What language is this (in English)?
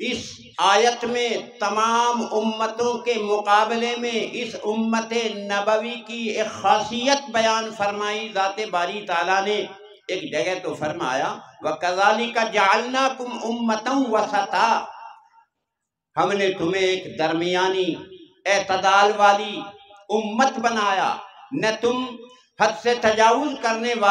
Urdu